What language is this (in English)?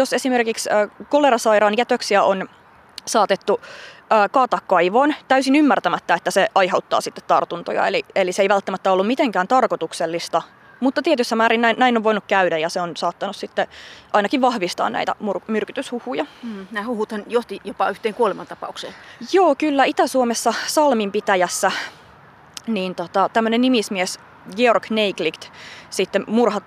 Finnish